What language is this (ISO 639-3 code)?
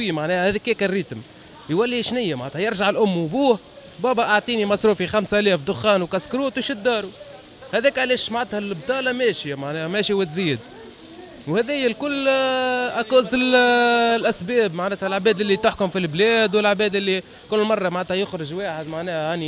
aeb